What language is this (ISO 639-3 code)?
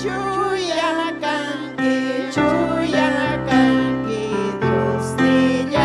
quy